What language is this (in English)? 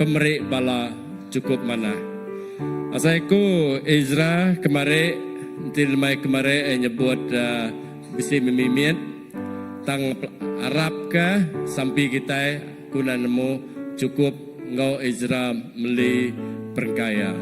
Iban